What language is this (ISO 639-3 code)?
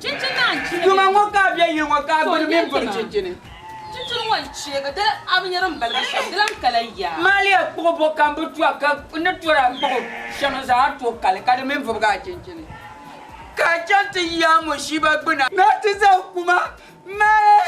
dag